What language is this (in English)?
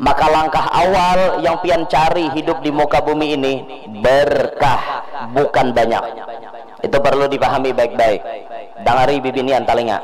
Banjar